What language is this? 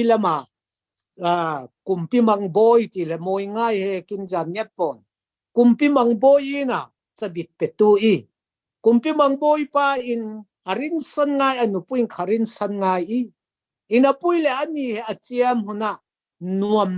Falam Chin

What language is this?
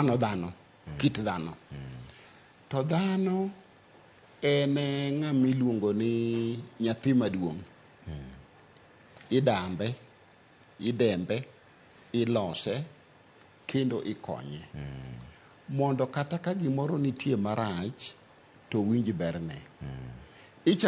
Luo (Kenya and Tanzania)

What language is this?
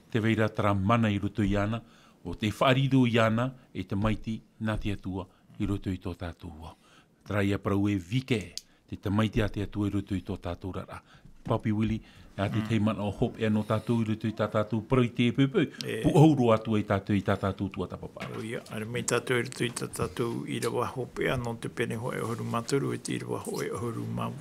Tahitian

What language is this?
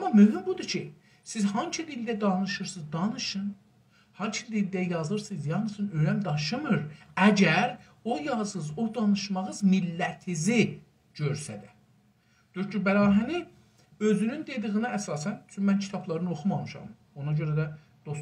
South Azerbaijani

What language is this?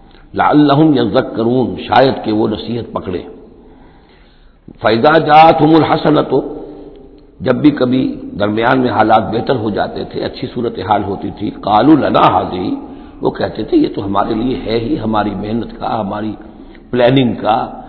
Urdu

